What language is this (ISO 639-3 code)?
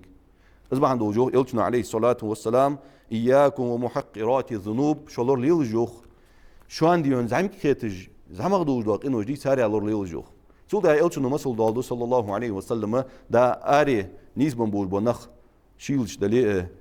inh